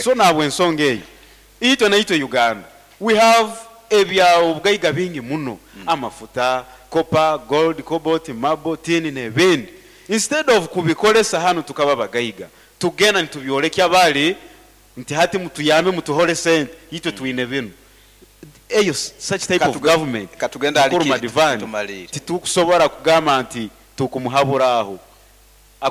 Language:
Nyoro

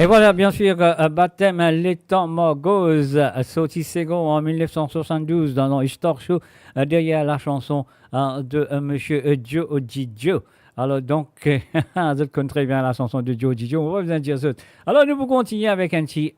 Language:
Morisyen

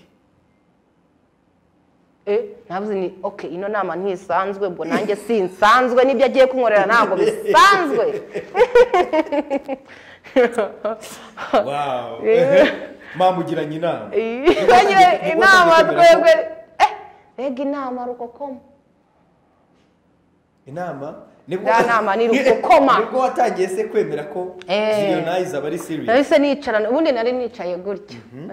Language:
Kinyarwanda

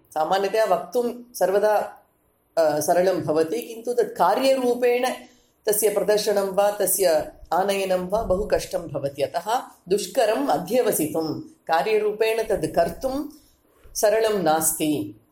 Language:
Sanskrit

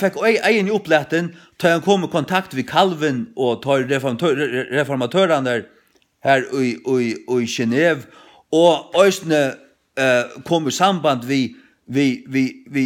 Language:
Faroese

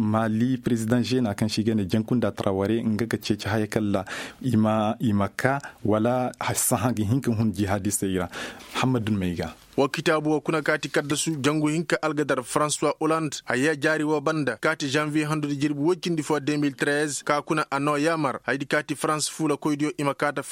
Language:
Koyraboro Senni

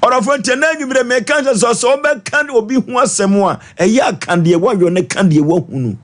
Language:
Akan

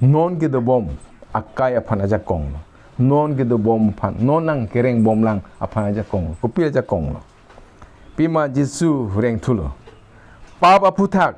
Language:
Karbi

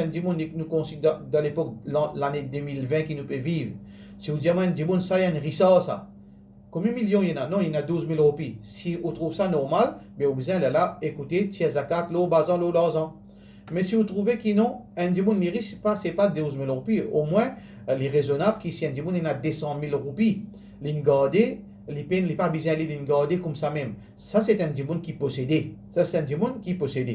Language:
Morisyen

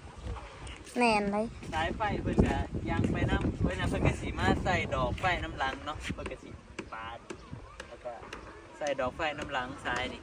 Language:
Northeastern Thai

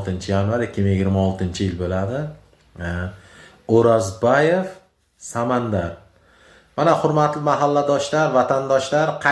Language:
Uzbek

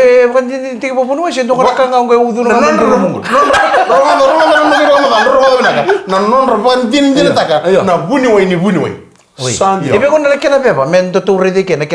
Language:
Fijian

